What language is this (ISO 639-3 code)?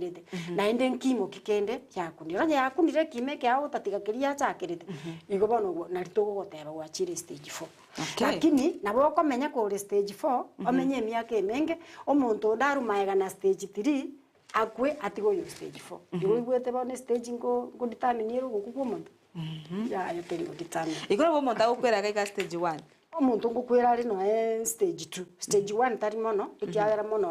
guz